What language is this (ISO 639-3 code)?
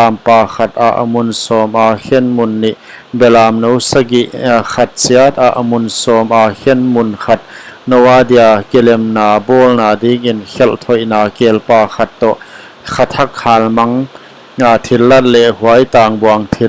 pck